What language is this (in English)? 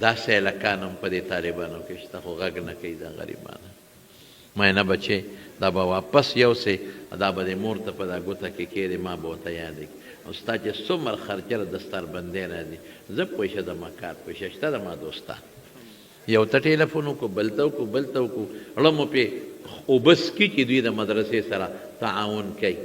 Pashto